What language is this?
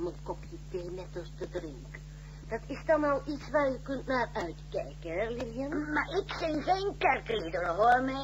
Dutch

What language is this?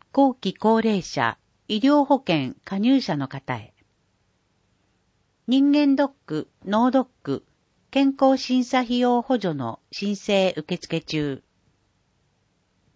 Japanese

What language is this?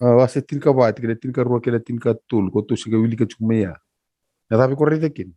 Fijian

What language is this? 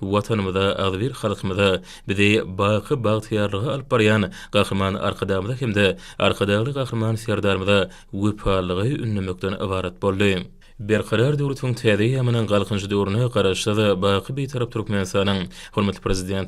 Turkmen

